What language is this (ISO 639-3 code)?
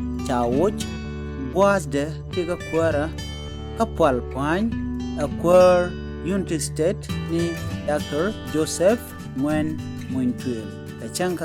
nus